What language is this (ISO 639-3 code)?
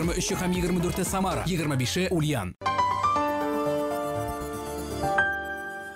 tat